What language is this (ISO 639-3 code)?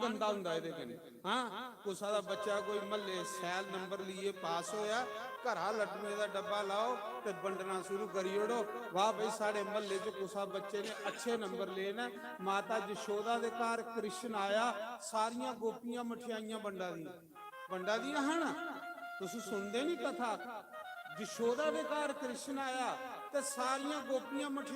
doi